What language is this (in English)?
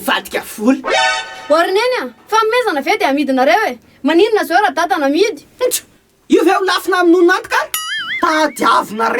Malagasy